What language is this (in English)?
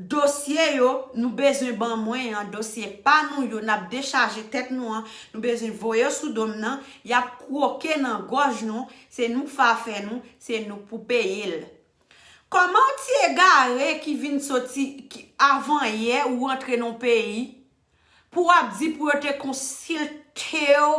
Haitian Creole